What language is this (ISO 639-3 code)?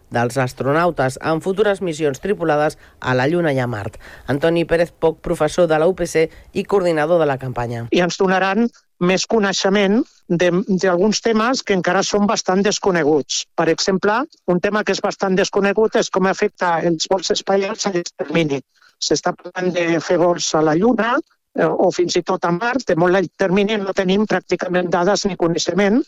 cat